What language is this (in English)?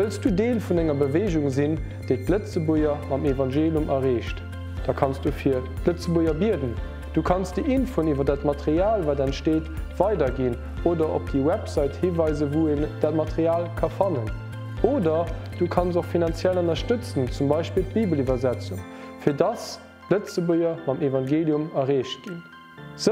Luxembourgish